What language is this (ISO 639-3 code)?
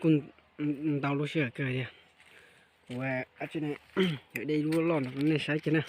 hmn